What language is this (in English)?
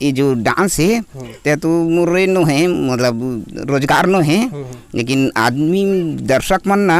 Chhattisgarhi